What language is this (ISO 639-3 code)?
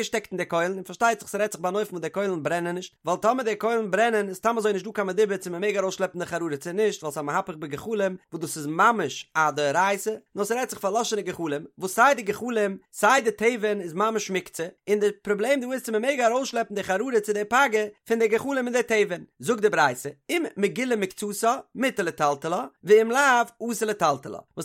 yid